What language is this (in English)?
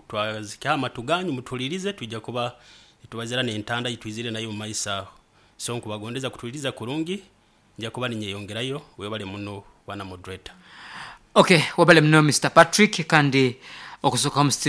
Nyoro